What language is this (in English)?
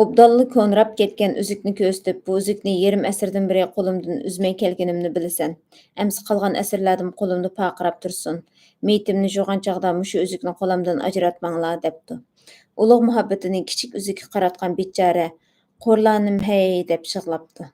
Uyghur